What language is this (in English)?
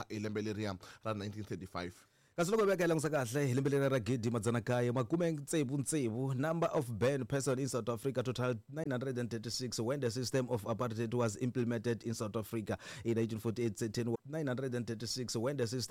Tsonga